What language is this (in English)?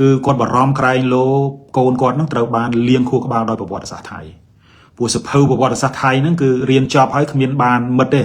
Khmer